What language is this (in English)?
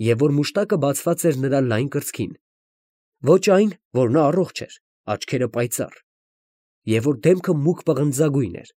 Armenian